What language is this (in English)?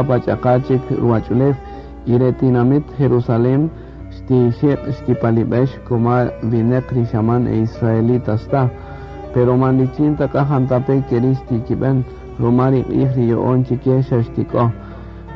Kaqchikel